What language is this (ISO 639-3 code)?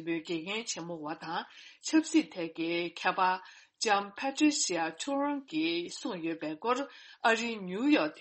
bod